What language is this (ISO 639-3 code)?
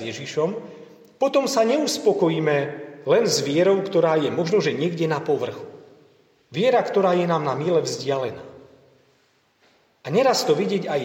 slk